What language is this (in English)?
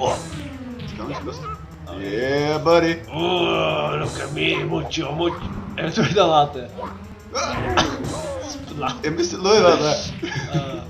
Faroese